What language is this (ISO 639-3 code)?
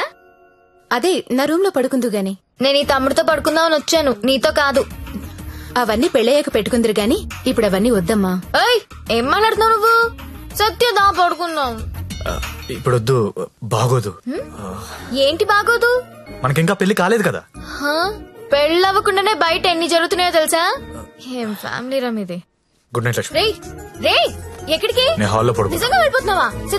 tel